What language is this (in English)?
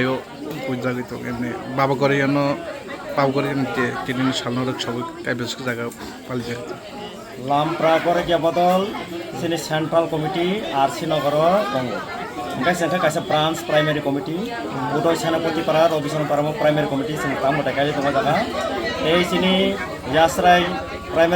Kok Borok